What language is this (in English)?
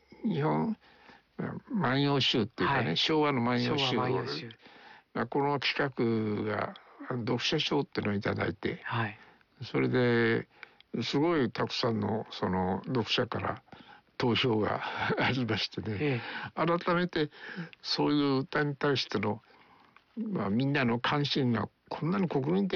Japanese